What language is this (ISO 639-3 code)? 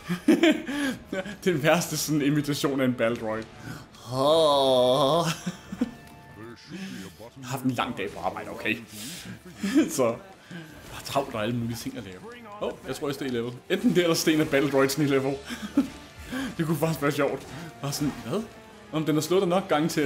dan